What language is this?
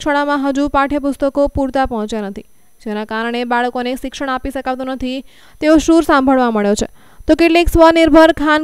Gujarati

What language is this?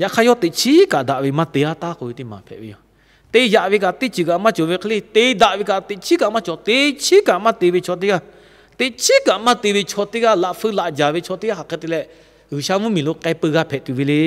Lahu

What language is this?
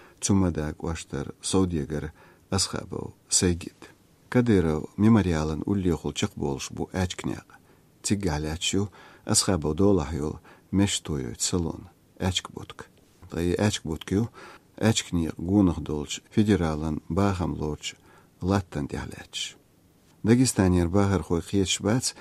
Chechen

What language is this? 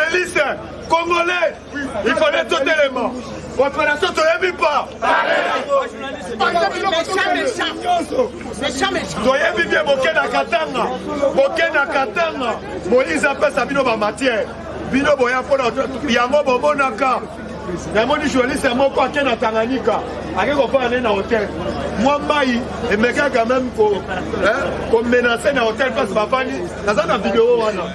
Lingala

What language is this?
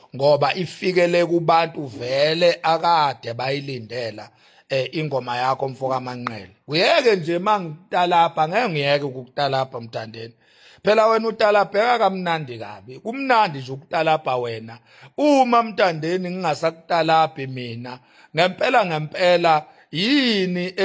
Zulu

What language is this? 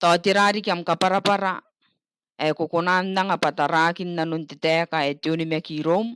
Gilbertese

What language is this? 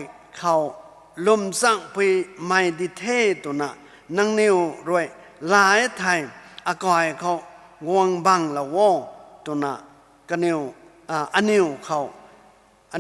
Rongmei Naga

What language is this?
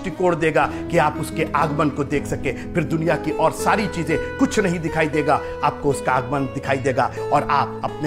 Hindi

